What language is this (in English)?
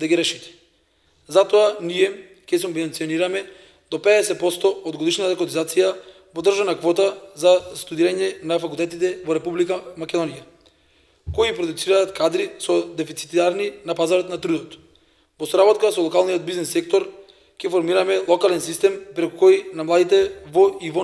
Macedonian